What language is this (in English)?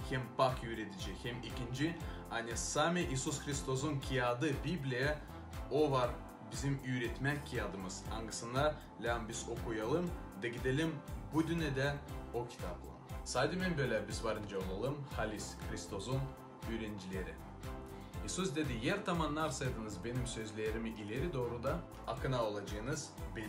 Gagauz